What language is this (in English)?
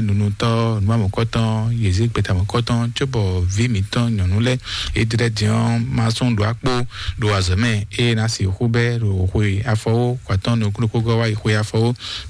Fon